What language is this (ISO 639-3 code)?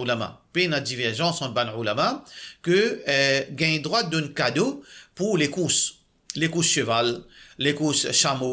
mfe